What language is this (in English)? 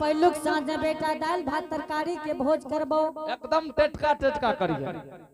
Angika